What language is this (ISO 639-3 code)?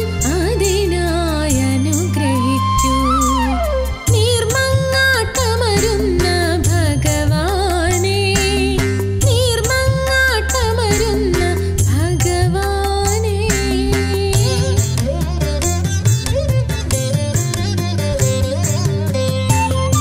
mal